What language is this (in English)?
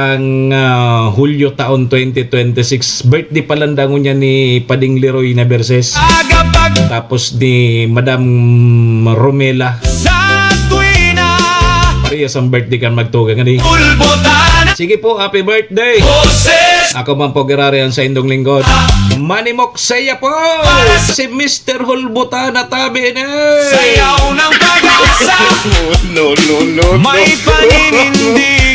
Bikol